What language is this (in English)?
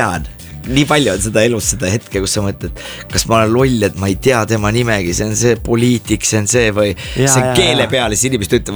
Estonian